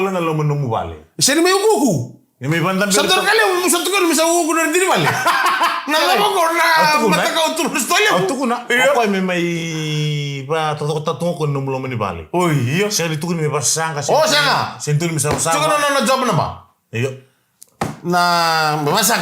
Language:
Fijian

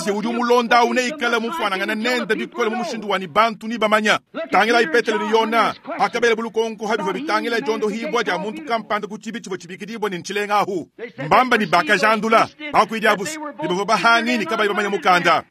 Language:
Luba-Lulua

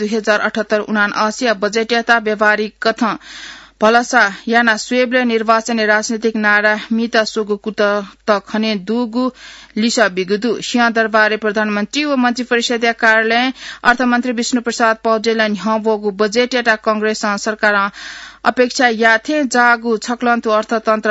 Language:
Newari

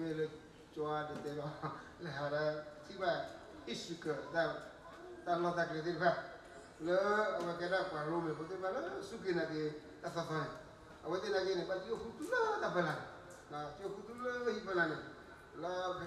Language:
S'gaw Karen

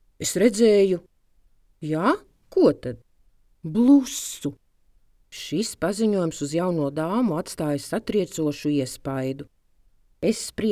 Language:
Latvian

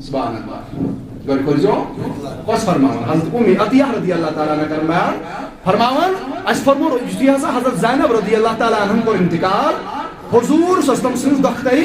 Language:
Kashmiri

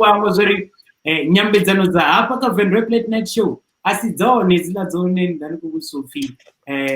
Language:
Venda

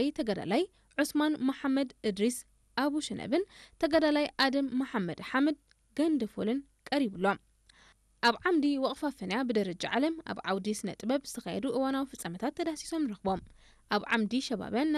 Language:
Tigrinya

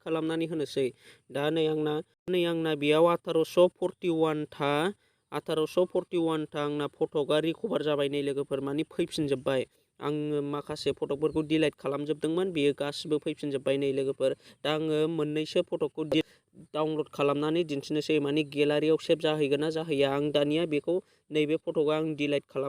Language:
Bodo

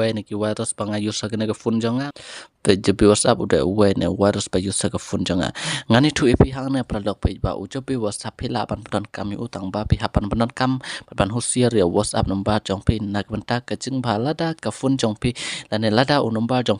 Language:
Khasi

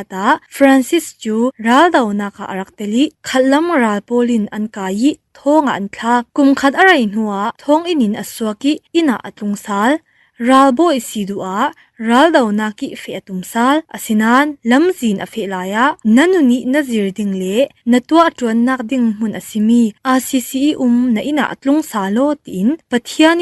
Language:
Falam Chin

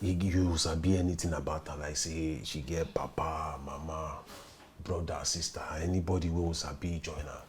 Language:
Nigerian Pidgin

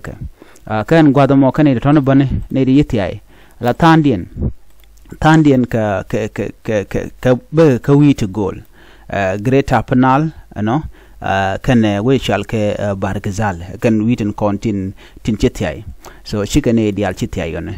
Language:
Nuer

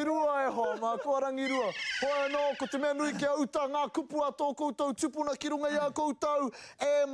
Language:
Māori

